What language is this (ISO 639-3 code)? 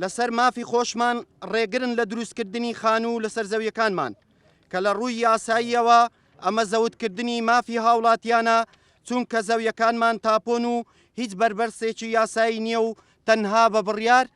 ckb